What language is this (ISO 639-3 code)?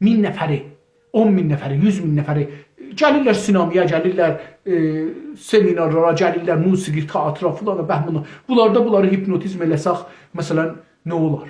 azb